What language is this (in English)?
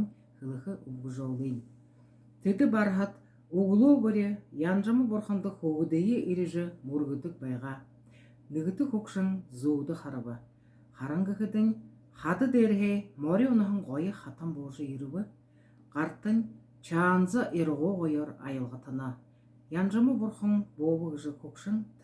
Buriat